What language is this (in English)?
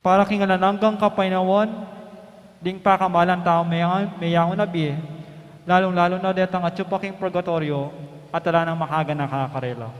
Pampanga